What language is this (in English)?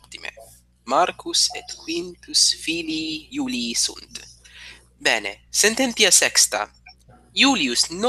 Latin